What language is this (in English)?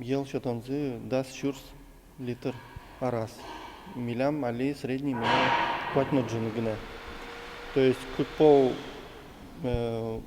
Udmurt